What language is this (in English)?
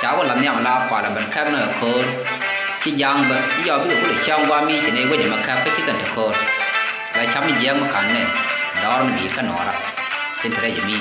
Nuer